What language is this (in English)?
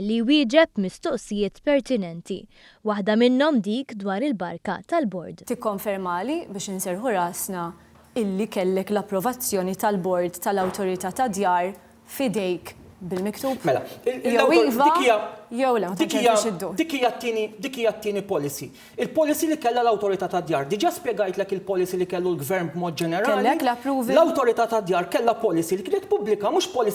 Maltese